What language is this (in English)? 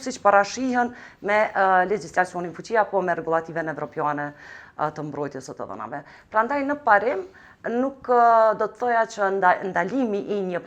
Albanian